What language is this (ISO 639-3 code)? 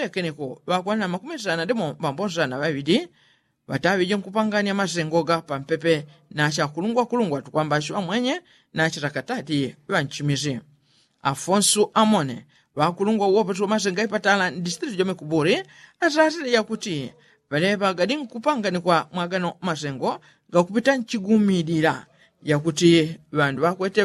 yao